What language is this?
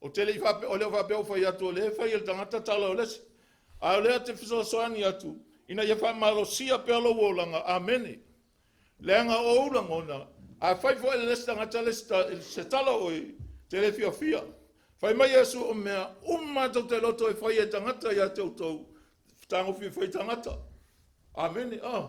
Samoan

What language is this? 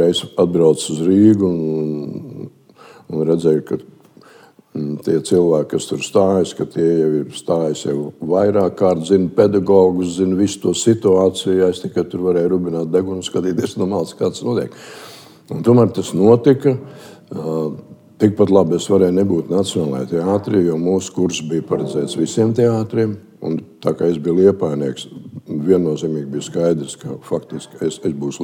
Latvian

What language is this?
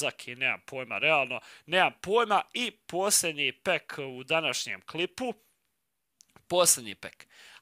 Croatian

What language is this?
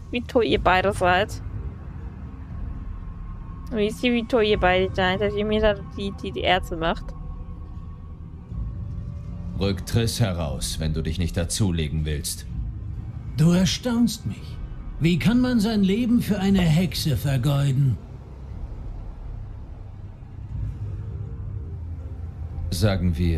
German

